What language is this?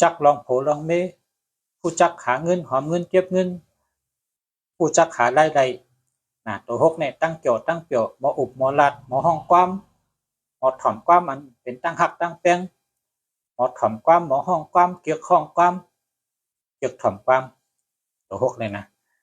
Shan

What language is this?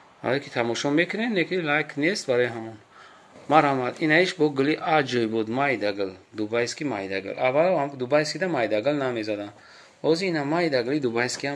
Tajik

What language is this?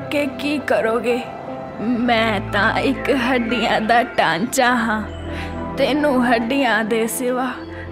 Punjabi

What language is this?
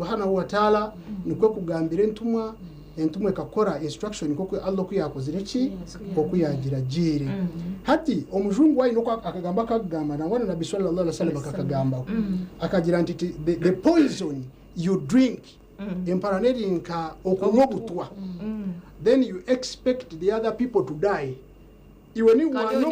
Nyankole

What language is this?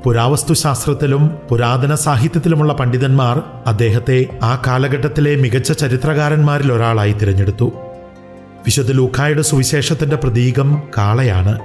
Malayalam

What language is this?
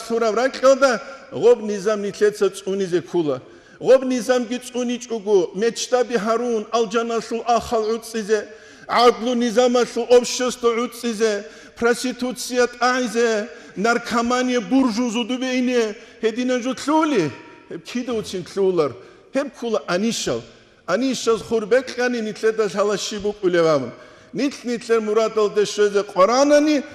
Avaric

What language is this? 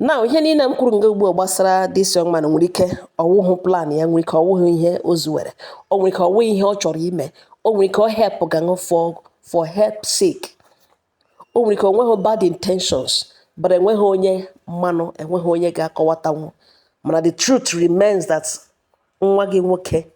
Igbo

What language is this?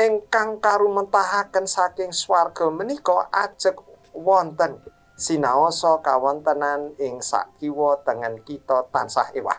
Javanese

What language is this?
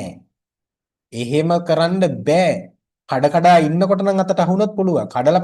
Sinhala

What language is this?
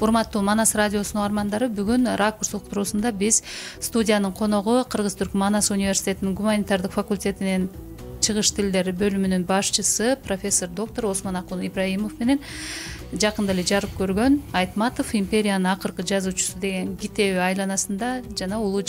Kyrgyz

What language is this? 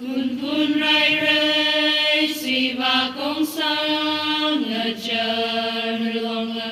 Tangkhul Naga (India)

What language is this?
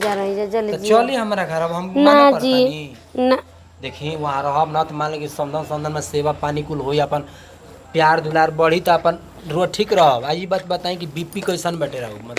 Bhojpuri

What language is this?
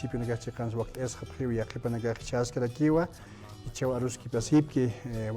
Aymara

